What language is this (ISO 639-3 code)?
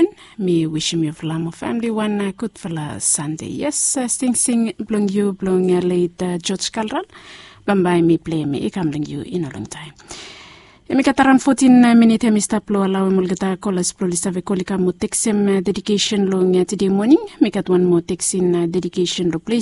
bis